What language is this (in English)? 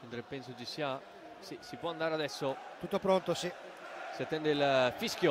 Italian